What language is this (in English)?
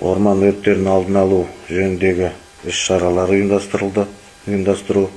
Kazakh